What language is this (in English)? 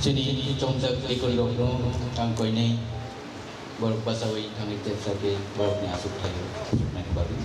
Kok Borok